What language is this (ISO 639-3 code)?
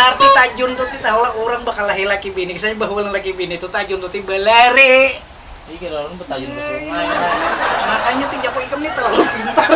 bjn